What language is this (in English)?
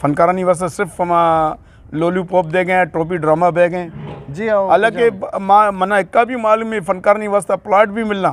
Eastern Balochi